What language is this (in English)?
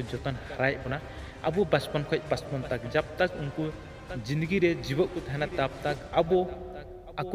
Santali